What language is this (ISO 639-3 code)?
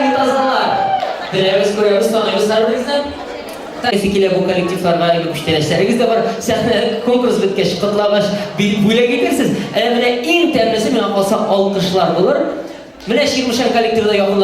tat